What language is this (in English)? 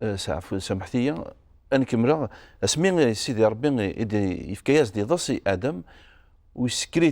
Kabyle